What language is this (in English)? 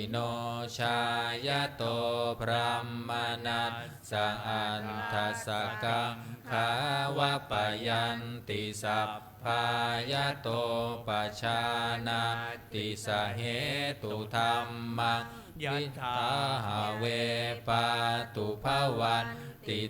Pali